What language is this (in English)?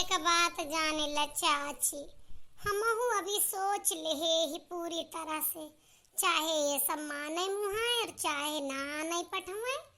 Awadhi